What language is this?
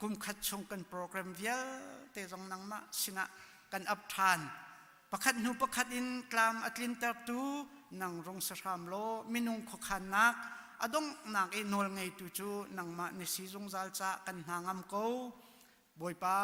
Hakha Chin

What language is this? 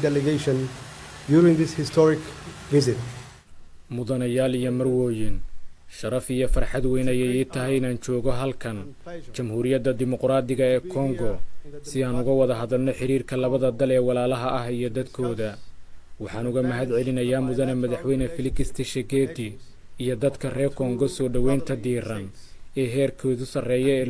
Somali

